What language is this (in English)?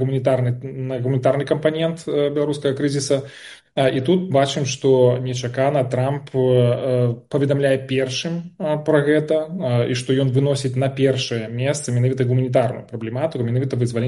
Belarusian